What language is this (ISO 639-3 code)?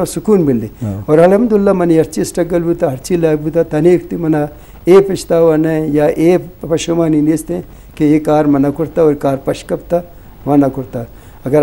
bal